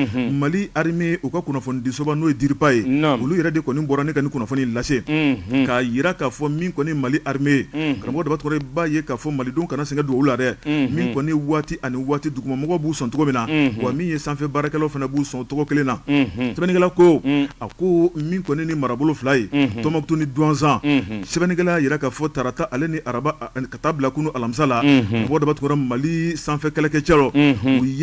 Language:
Bambara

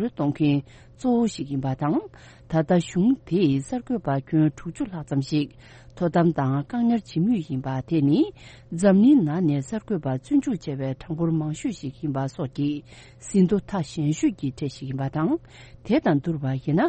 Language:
Tibetan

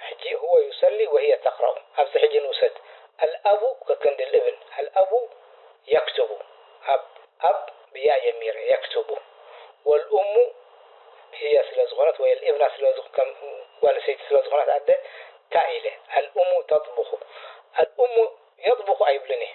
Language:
Tigrinya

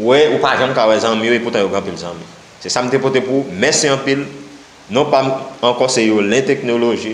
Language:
Haitian Creole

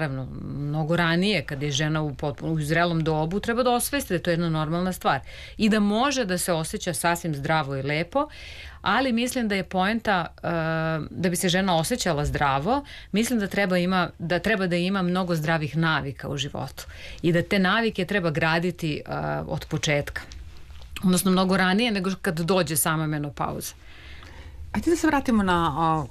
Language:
Serbian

